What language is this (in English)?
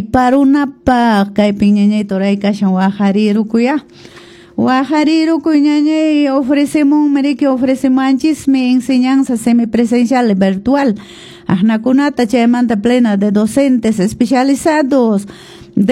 Quechua